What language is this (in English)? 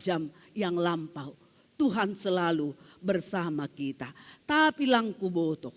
Batak Simalungun